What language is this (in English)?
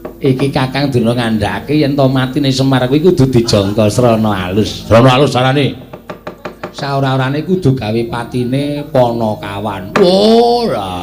Javanese